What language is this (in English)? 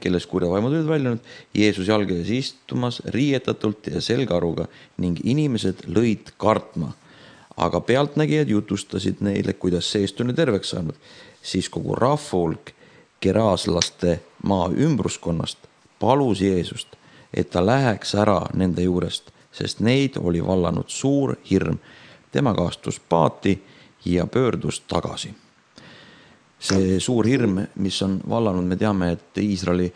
Estonian